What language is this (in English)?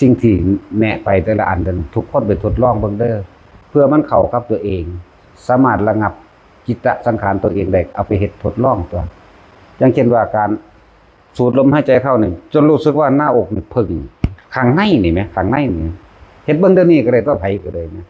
Northeastern Thai